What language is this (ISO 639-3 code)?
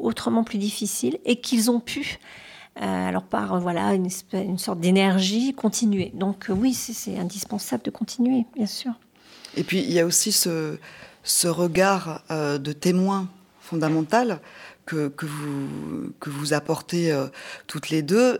fra